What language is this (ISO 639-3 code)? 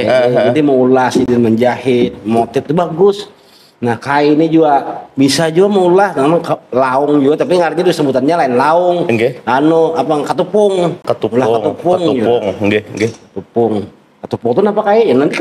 bjn